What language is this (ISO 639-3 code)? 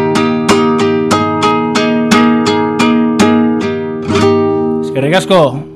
eus